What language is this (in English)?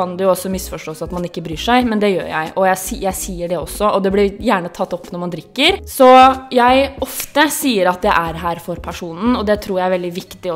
Norwegian